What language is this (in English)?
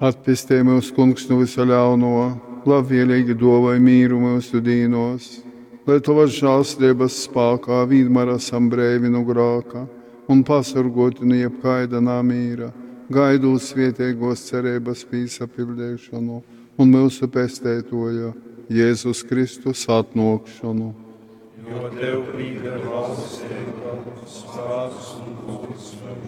Latgalian